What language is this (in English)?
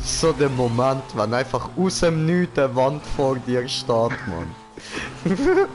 Swiss German